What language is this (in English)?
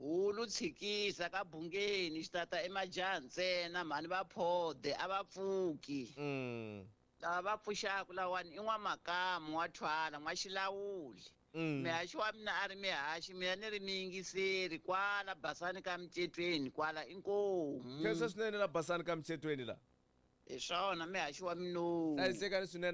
Tsonga